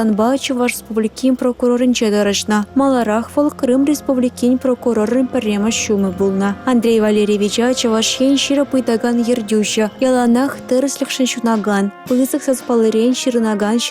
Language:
Chuvash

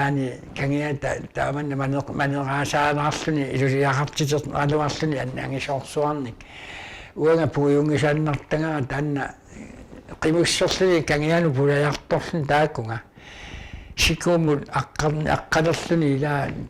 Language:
Kalaallisut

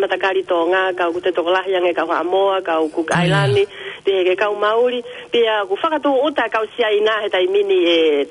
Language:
Tongan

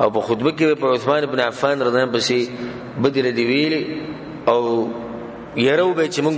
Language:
Pashto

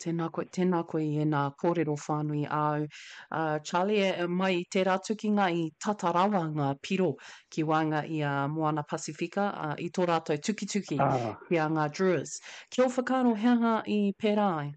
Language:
Māori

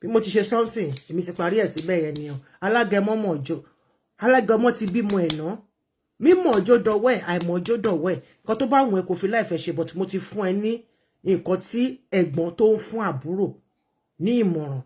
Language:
Yoruba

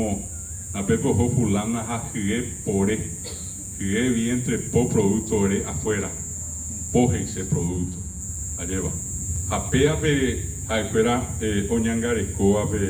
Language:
Guarani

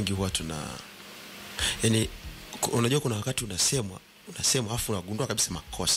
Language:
Swahili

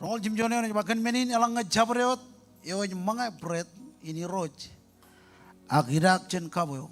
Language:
Marshallese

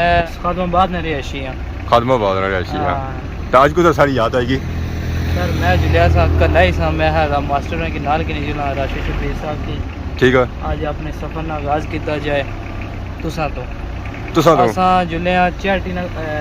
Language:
Pahari-Potwari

